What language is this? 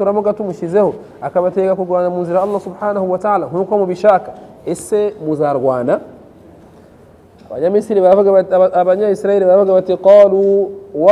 Kinyarwanda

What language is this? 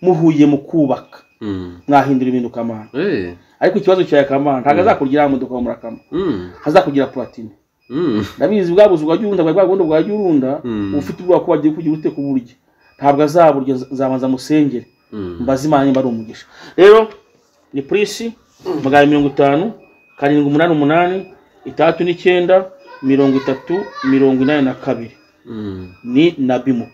Kinyarwanda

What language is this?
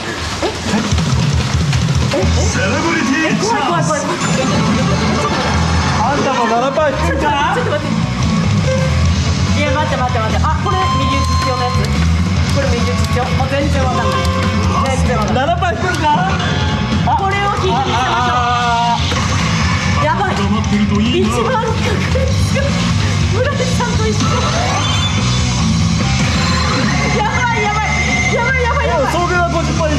Japanese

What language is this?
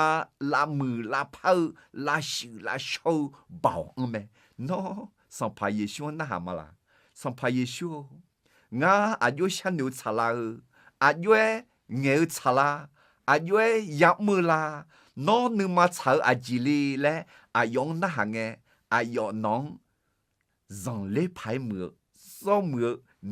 Akha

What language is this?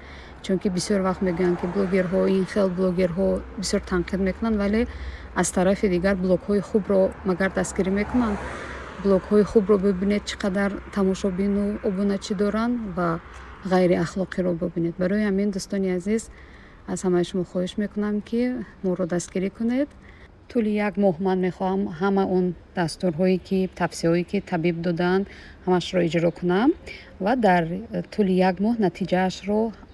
Tajik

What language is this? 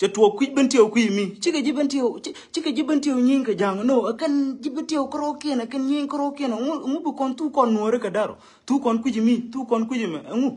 Nuer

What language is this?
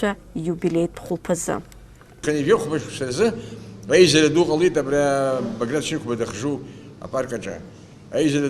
Abkhazian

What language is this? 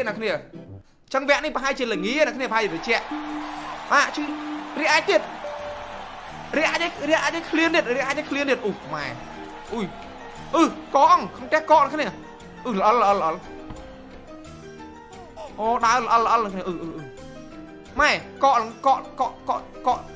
Vietnamese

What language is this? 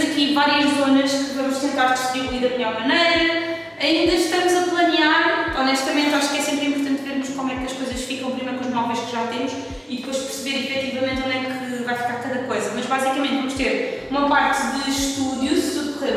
Portuguese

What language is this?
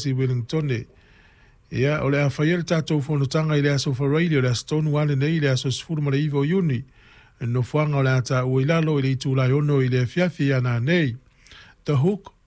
Samoan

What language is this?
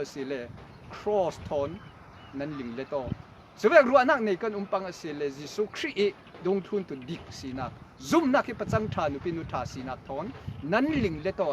Falam Chin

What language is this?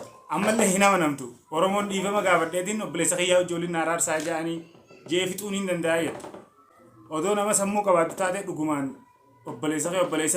Oromo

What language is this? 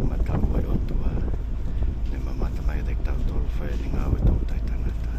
Tongan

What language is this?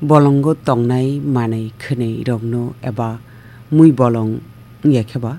Kok Borok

